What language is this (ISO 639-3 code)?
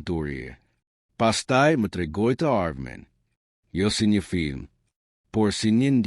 sqi